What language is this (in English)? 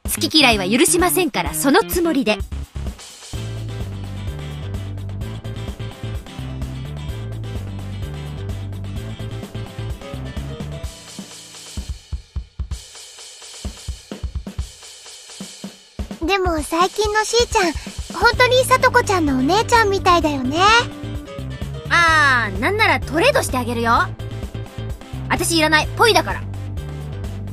Japanese